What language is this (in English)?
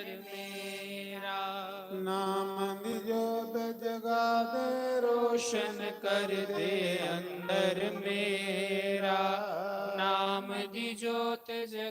Dogri